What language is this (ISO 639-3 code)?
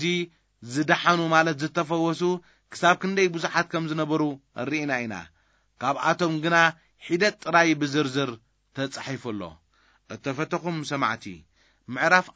tir